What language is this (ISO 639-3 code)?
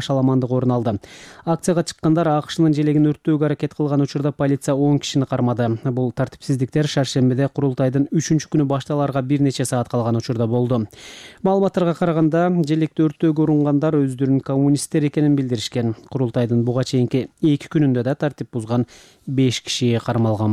kir